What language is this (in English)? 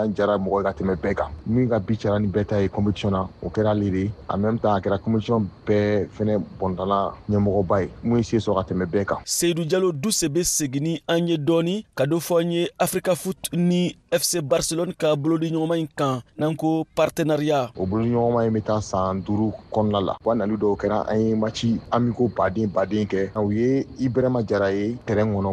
Bambara